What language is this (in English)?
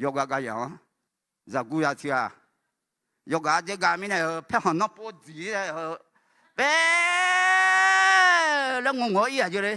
Akha